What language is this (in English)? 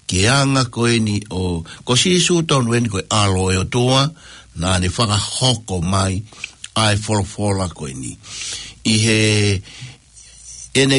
Tongan